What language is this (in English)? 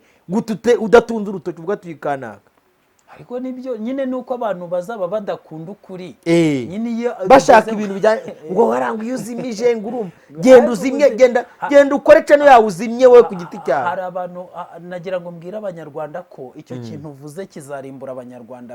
Kinyarwanda